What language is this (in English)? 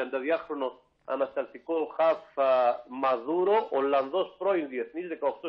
Greek